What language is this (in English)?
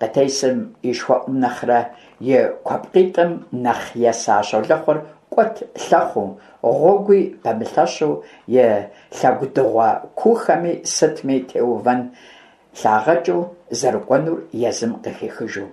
Kabardian